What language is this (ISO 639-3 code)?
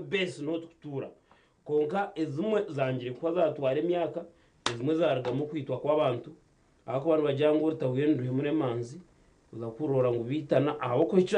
nyn